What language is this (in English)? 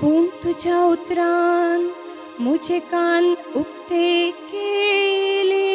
Konkani